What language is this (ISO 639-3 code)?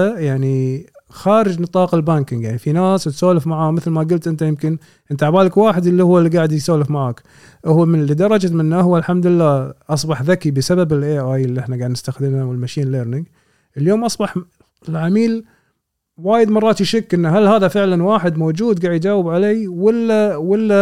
afb